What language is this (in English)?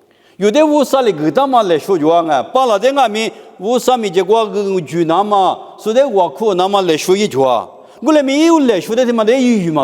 Lisu